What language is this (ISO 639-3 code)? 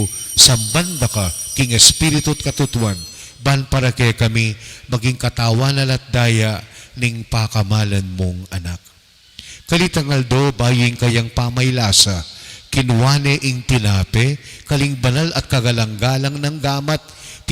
pam